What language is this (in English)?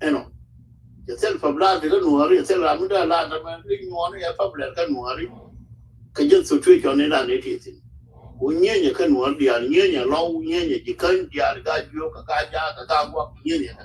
Nuer